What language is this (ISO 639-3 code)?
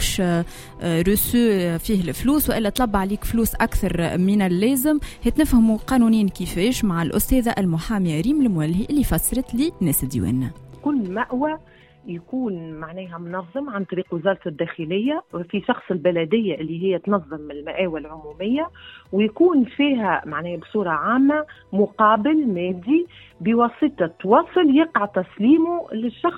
aeb